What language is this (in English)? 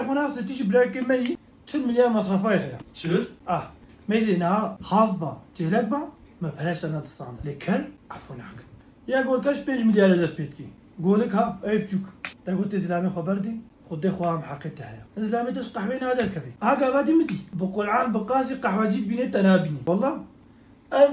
Kurdish